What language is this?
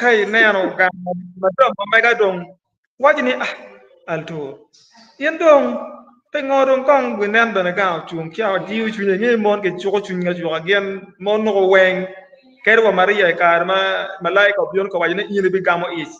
Acoli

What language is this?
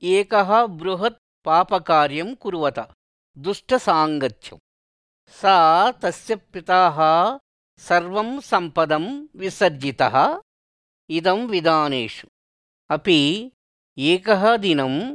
Sanskrit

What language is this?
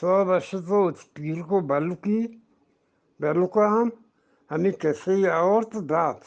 Eastern Balochi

